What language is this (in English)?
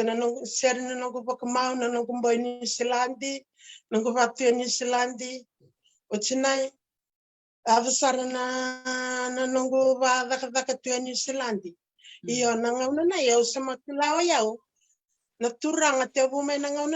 Fijian